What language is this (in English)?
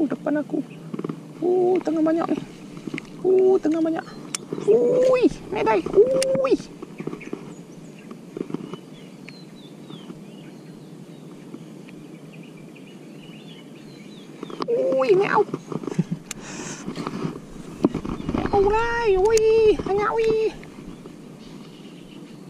Malay